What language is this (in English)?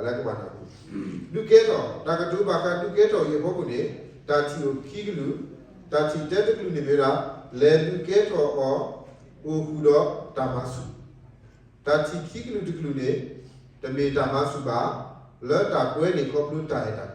S'gaw Karen